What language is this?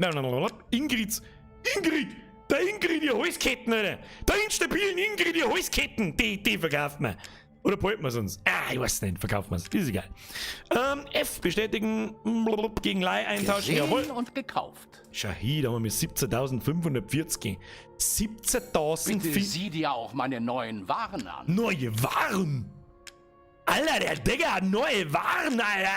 Bavarian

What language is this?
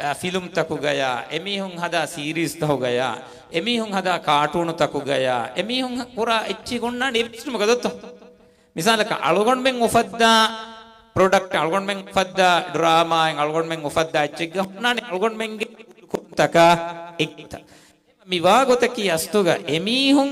Divehi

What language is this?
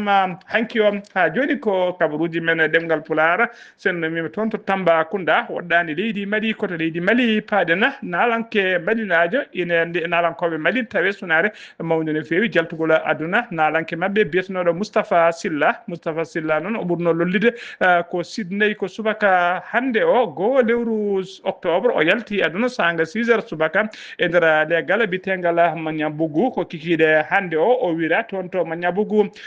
Fula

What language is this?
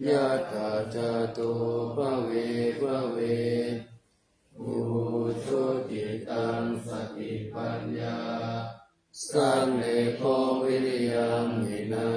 Pali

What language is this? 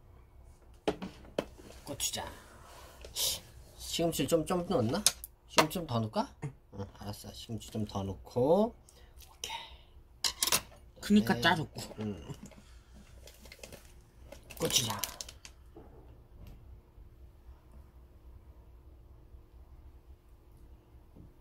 Korean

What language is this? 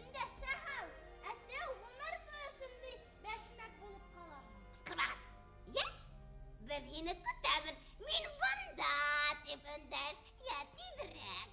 Bashkir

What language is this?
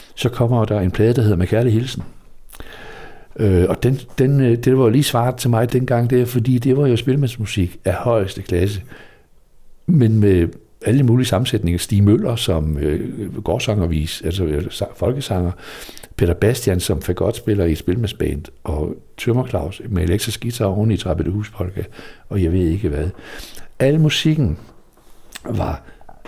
Danish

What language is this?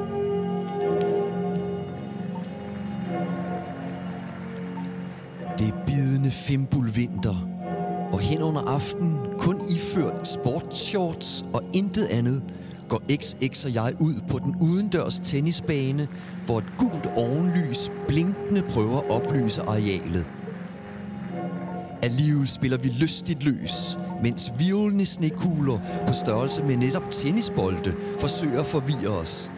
Danish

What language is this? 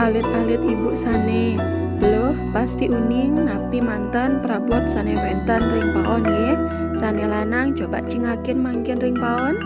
Balinese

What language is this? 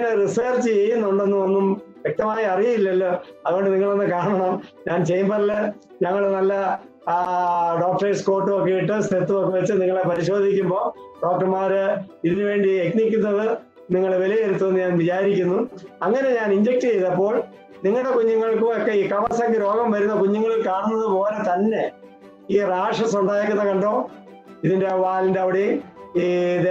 Malayalam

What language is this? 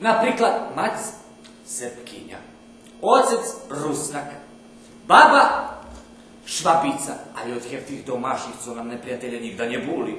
Rusyn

